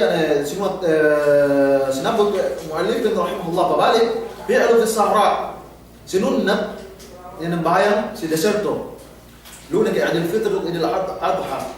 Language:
Yakan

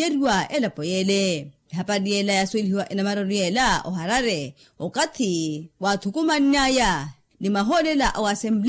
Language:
Makhuwa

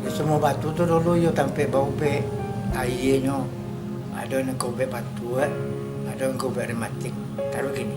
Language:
Minangkabau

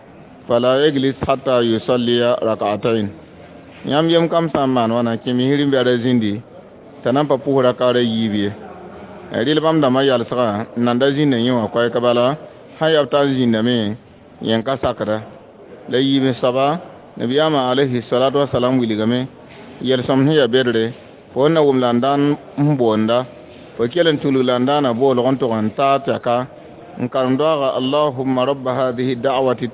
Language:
Mossi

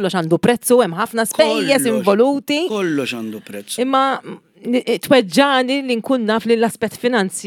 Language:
Maltese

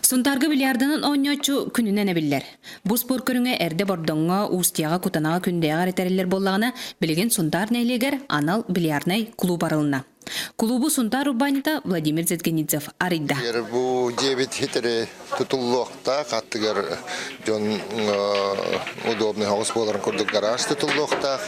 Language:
Yakut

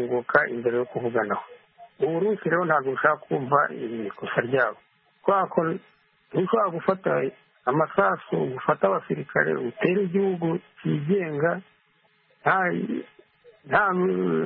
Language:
Kinyarwanda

